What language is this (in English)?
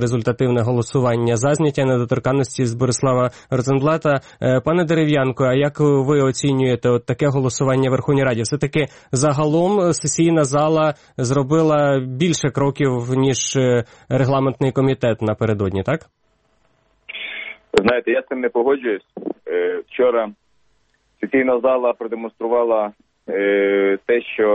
Ukrainian